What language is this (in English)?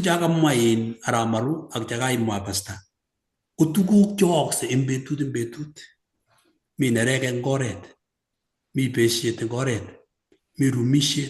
Kalenjin